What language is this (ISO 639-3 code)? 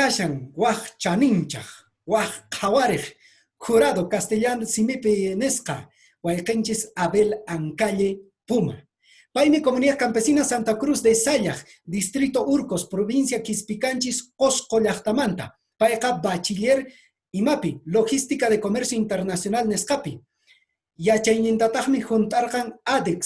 que